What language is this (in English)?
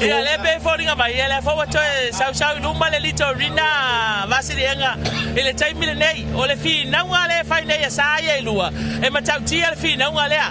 Samoan